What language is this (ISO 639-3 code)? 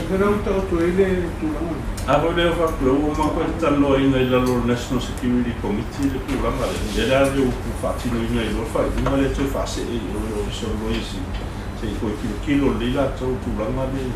smo